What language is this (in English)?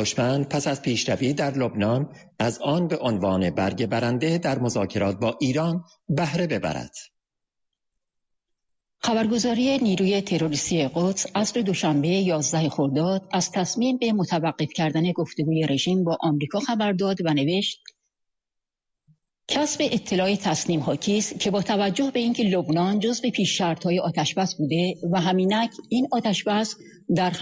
Persian